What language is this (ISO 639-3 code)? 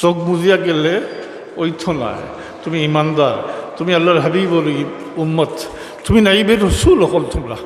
syl